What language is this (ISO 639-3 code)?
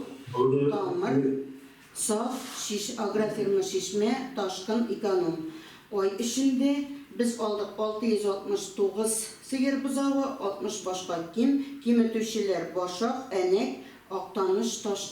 tat